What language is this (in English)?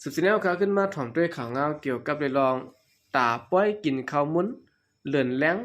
Shan